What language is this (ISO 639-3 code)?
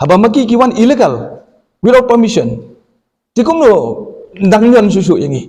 kha